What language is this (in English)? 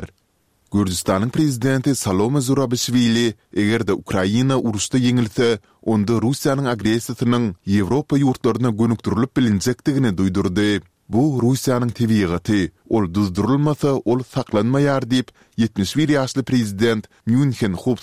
Turkmen